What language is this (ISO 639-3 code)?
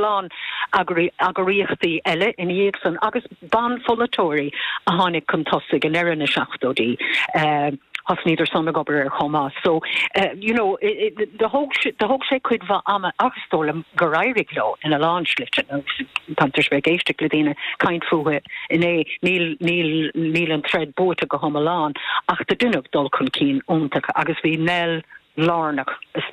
gle